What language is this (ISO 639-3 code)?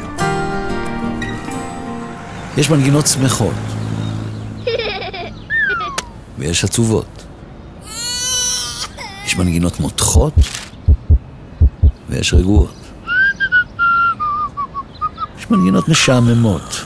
heb